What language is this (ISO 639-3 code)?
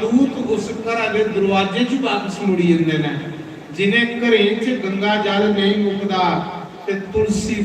doi